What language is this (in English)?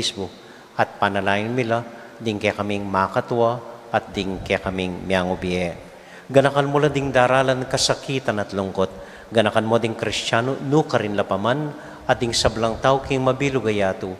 Pampanga